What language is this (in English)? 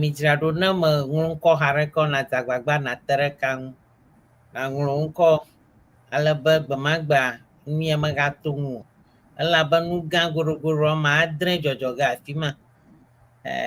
Ewe